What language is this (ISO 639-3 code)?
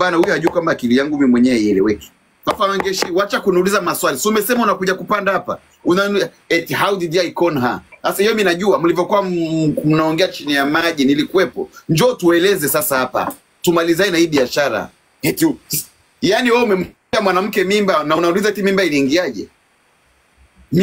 swa